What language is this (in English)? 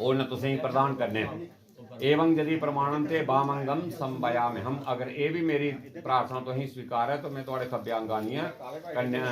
Dogri